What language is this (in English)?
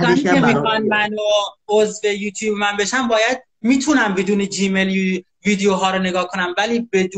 Persian